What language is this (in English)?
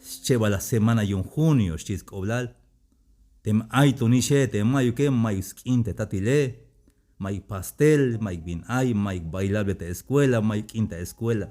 Tzeltal